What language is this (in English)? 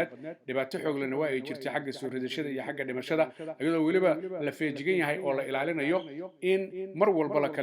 Somali